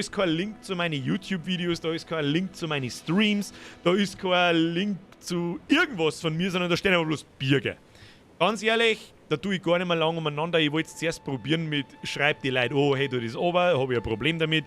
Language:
Bavarian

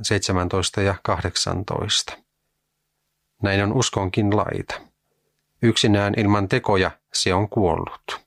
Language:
Finnish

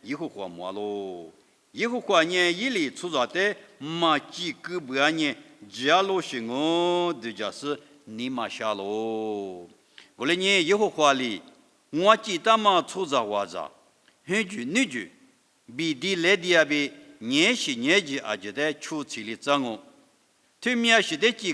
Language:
Lisu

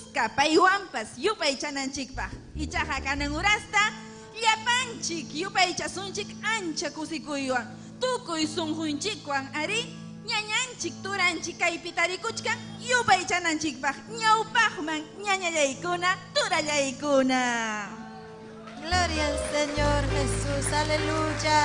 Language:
Ayacucho Quechua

